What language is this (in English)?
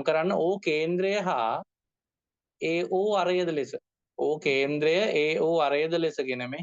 Sinhala